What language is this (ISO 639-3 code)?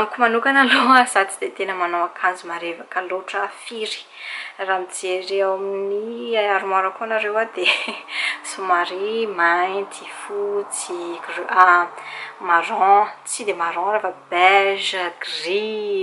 mlg